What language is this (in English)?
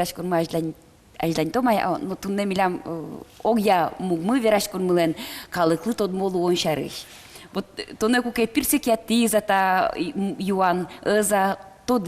Udmurt